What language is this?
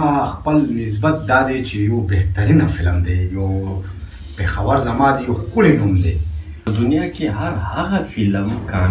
Pashto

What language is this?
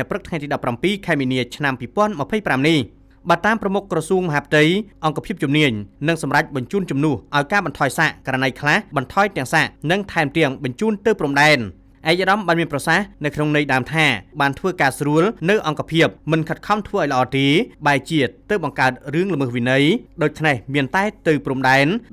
Khmer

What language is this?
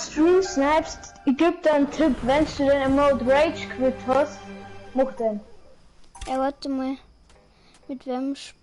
Bavarian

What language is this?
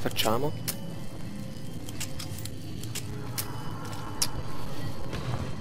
Italian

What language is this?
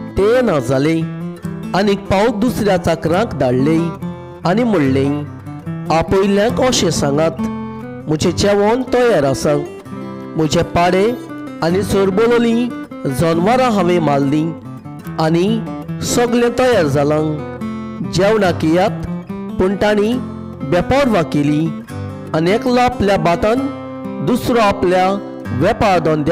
Konkani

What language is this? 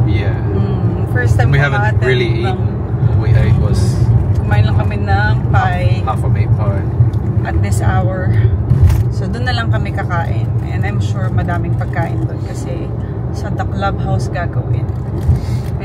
Filipino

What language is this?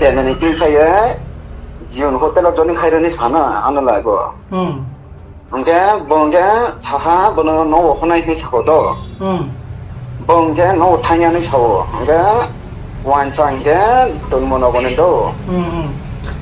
Riang (India)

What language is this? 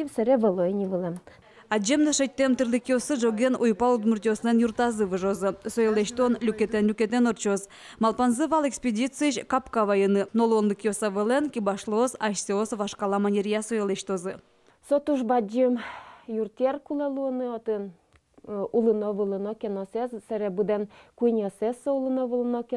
Udmurt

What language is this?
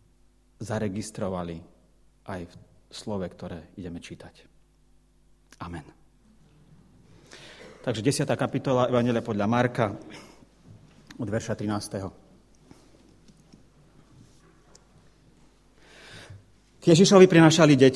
Slovak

